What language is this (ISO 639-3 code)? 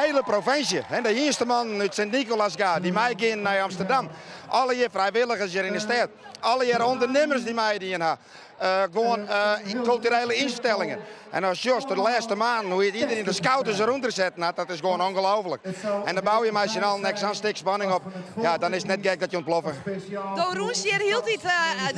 fry